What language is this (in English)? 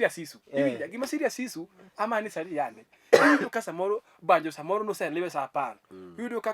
Luo (Kenya and Tanzania)